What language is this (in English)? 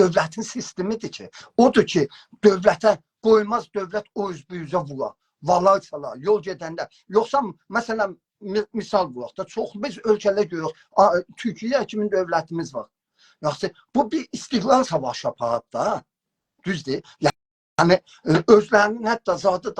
South Azerbaijani